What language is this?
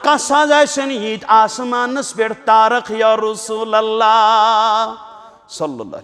Kashmiri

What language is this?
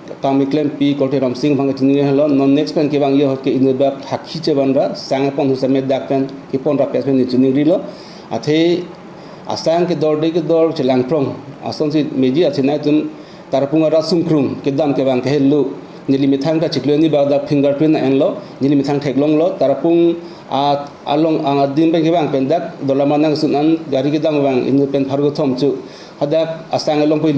Karbi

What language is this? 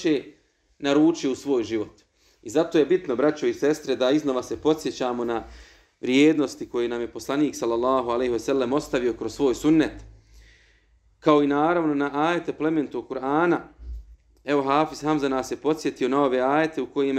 Bosnian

